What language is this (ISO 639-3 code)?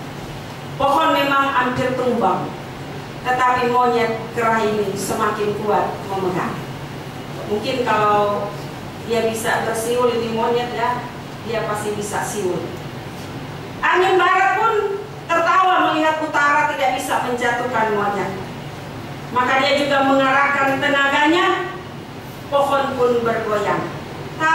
ind